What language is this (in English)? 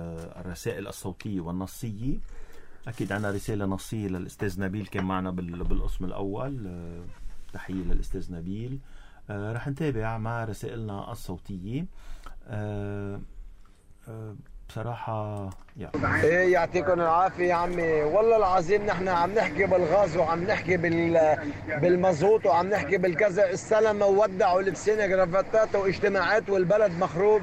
North Levantine Arabic